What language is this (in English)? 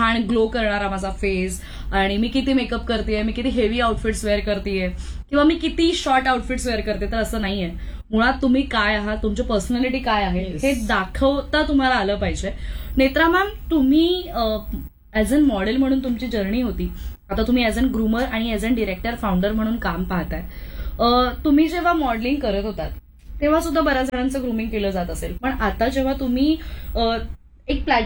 Marathi